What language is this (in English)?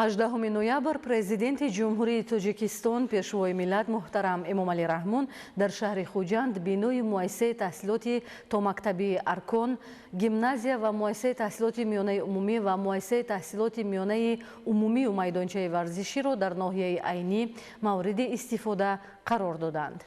Tajik